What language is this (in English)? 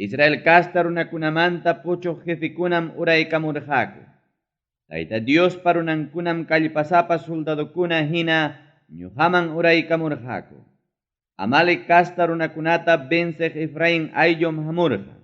Ayacucho Quechua